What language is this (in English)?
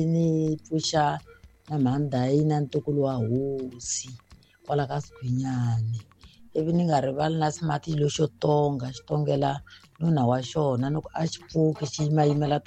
Tsonga